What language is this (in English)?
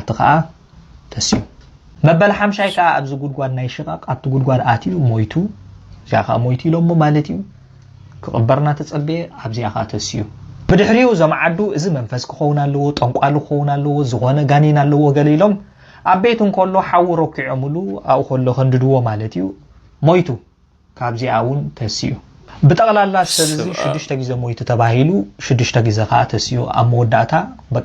Tigrinya